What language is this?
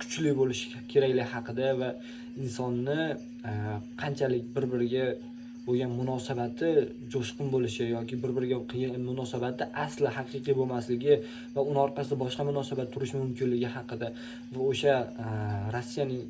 Uzbek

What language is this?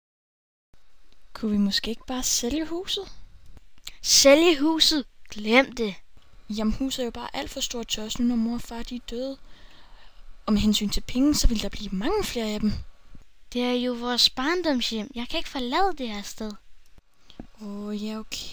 Danish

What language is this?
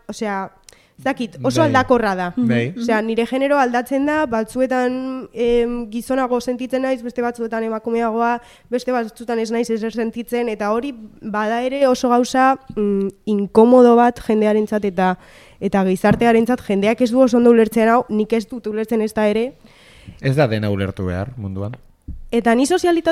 Basque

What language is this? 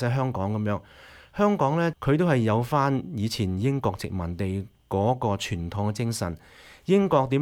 Cantonese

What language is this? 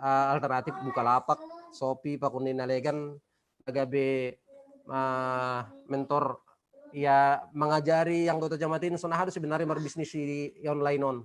Batak Simalungun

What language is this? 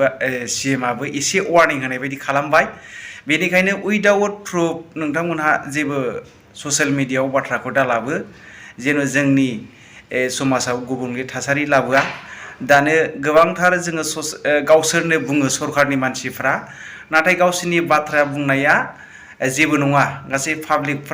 Bodo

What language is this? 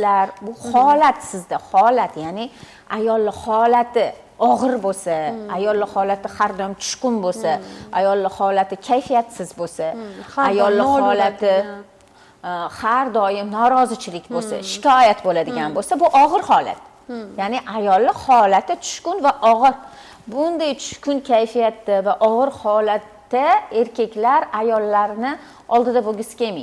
Uzbek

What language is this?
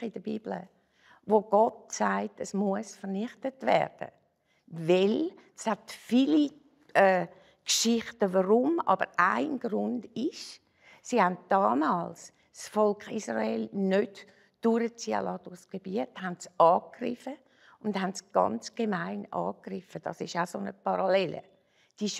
Swiss German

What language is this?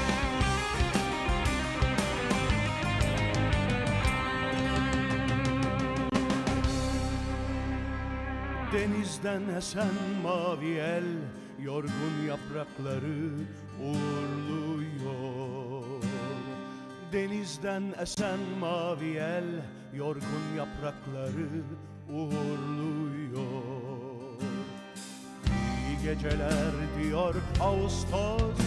Turkish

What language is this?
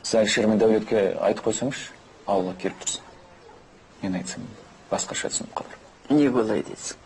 Kazakh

